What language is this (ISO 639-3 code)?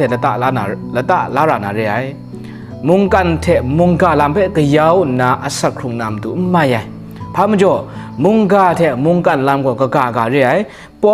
kac